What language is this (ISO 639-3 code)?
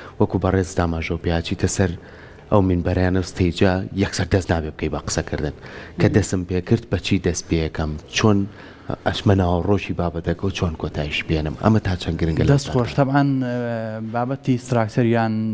ckb